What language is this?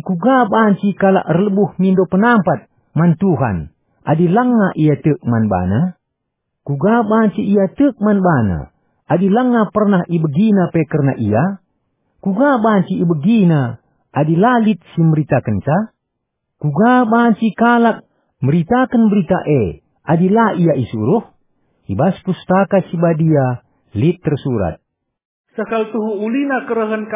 Batak Karo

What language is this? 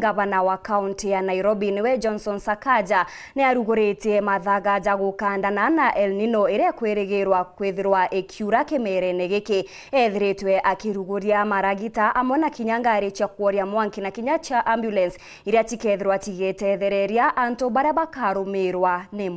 Meru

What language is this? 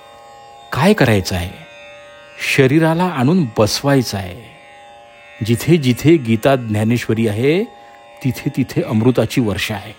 Marathi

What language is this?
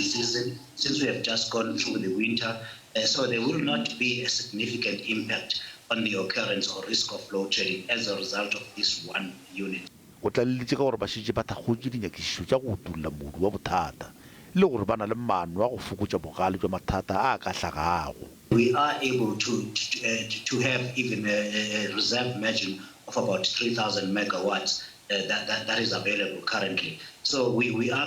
Northern Sotho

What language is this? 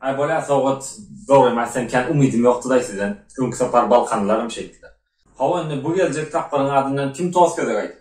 Turkmen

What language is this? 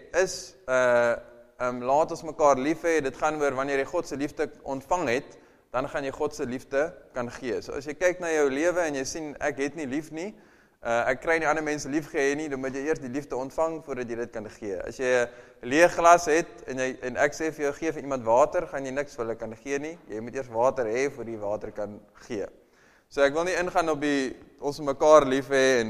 Afrikaans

